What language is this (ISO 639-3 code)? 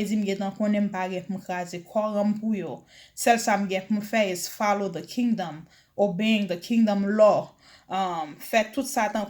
hat